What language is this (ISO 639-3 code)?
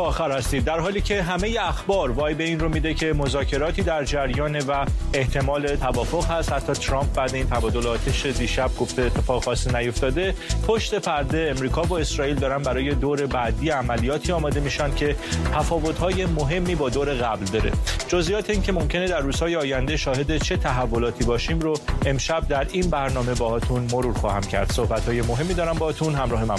fas